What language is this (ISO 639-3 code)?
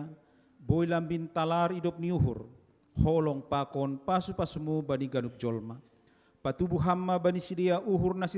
bts